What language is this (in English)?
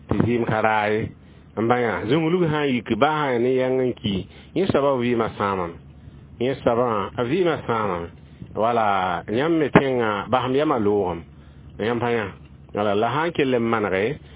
Mossi